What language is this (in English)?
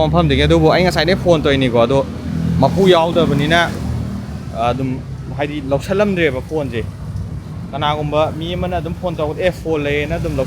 Manipuri